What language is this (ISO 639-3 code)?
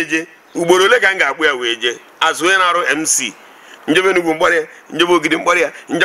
ibo